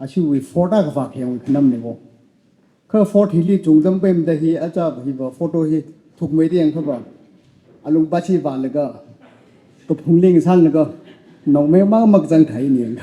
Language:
Tangkhul Naga (India)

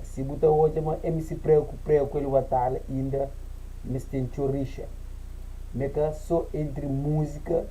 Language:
Kabuverdianu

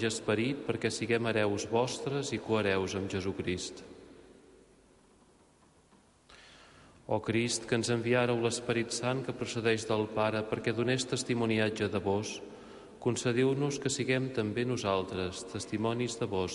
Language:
Catalan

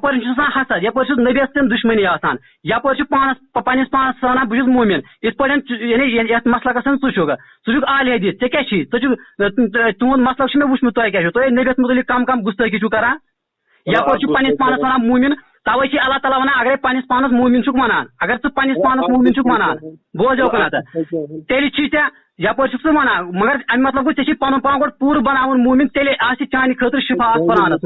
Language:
Kashmiri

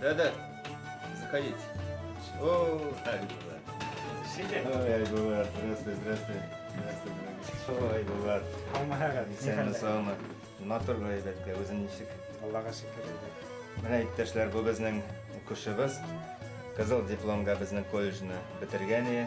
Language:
Bashkir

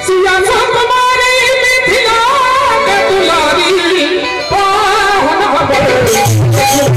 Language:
Maithili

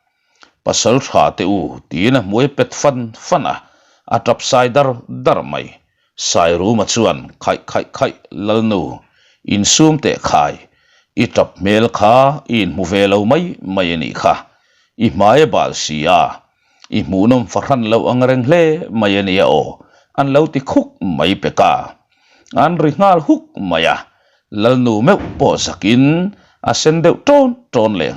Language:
Mizo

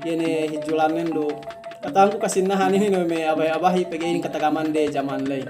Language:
Yakan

